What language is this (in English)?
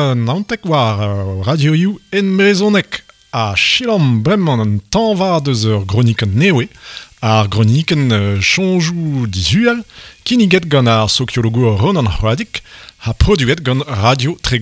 Breton